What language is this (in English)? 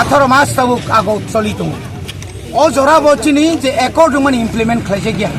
Kok Borok